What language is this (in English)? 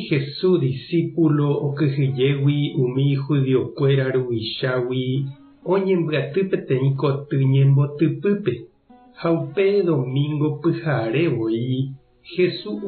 Guarani